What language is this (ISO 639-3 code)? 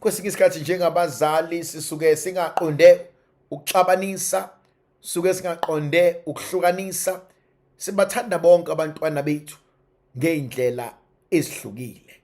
zul